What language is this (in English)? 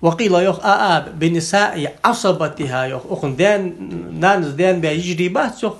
Ingush